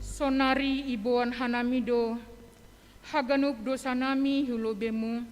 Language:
Batak Simalungun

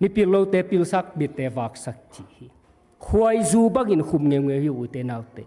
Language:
Tedim Chin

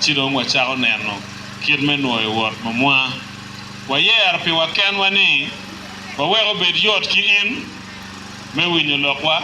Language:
Acoli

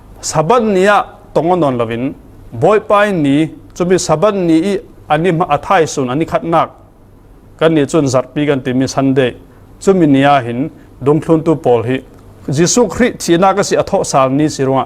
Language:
Falam Chin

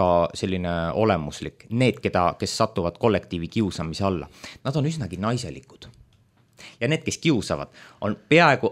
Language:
Estonian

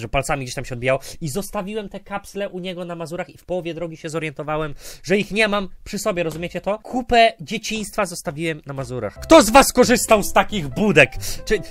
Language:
Polish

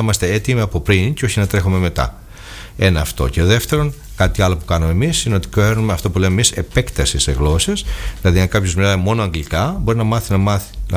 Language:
Greek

